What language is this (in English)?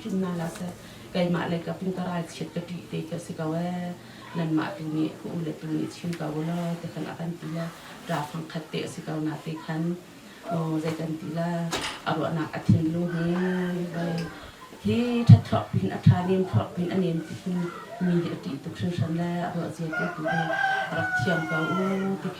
Hakha Chin